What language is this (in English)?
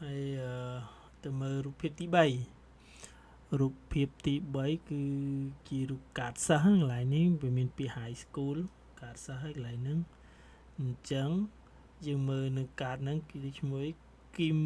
Khmer